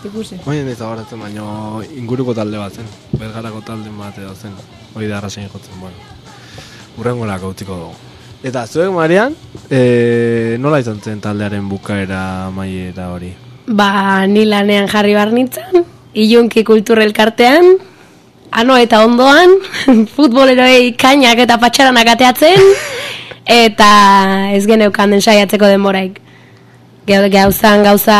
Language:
Basque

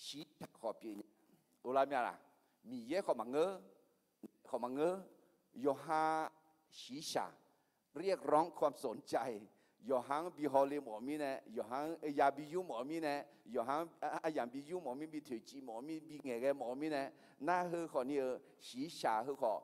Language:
Akha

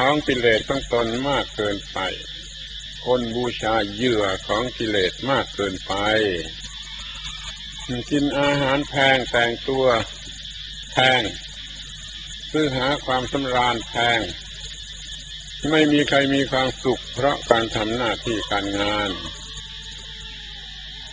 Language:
Thai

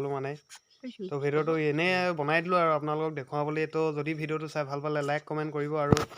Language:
Assamese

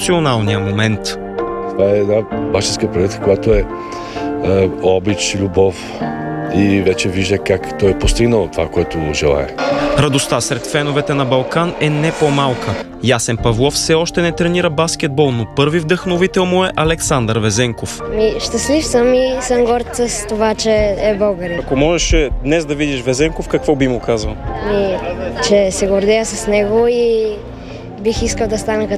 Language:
Bulgarian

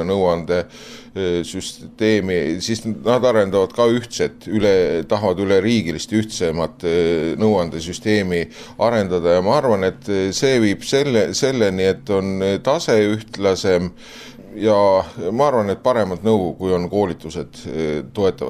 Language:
Estonian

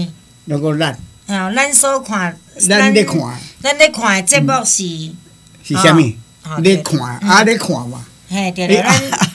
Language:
Min Nan Chinese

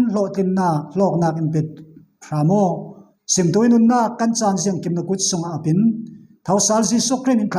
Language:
Falam Chin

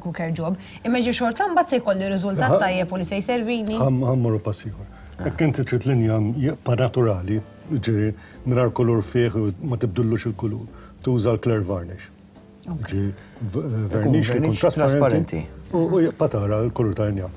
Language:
Maltese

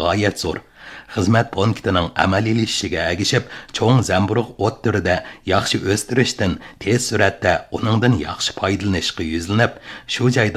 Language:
Uyghur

